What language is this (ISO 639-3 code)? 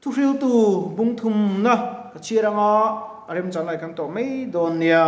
lus